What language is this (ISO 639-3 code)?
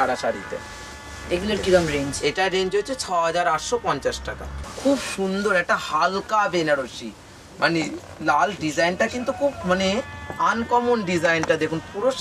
ben